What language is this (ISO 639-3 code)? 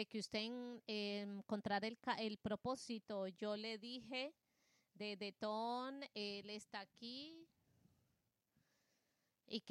spa